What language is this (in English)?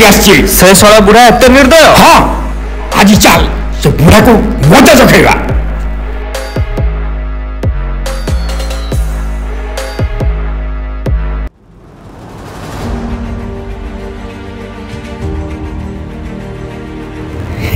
Odia